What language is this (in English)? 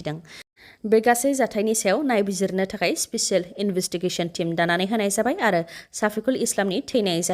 Bodo